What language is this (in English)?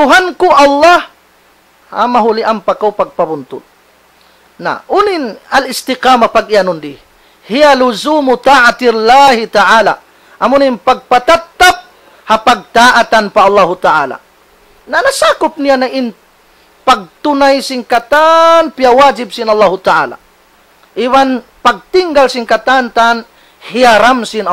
Tausug